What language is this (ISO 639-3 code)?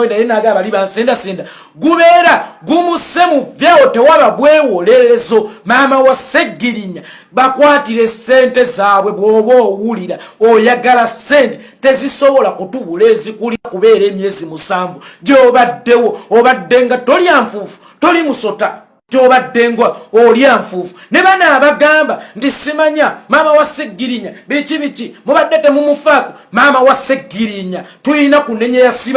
lug